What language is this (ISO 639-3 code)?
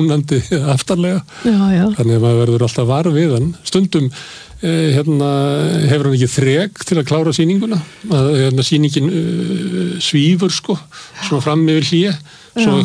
isl